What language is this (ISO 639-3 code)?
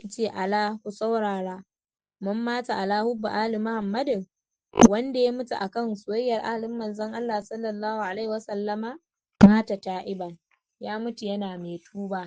hau